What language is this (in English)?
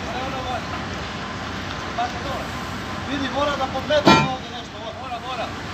Croatian